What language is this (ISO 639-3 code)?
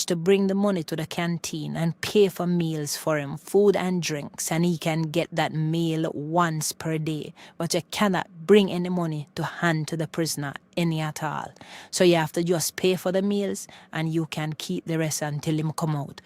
jam